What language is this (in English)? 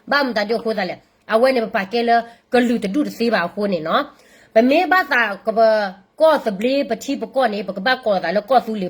S'gaw Karen